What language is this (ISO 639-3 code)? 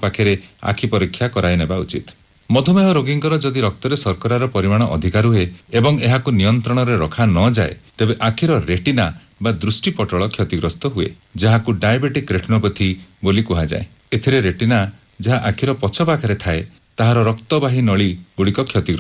ori